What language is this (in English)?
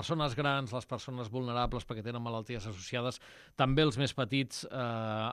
Catalan